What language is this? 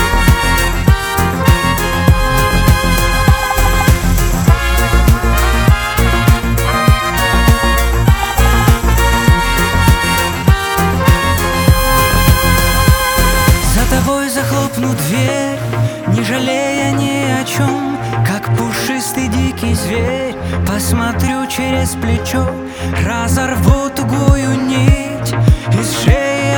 Russian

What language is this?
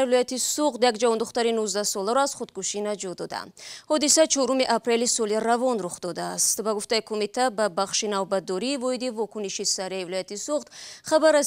Tajik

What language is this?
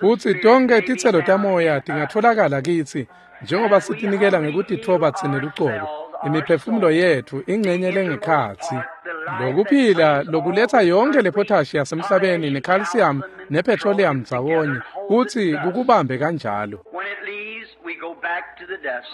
Swati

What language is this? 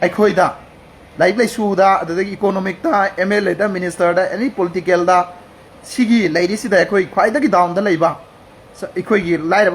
Manipuri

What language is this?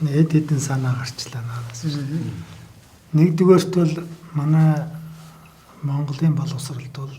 Mongolian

